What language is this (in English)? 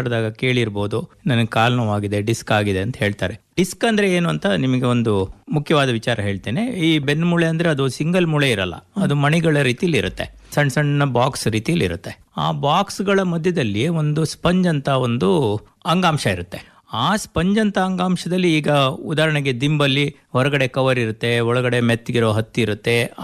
Kannada